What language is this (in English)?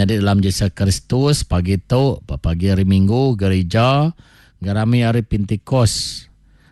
Iban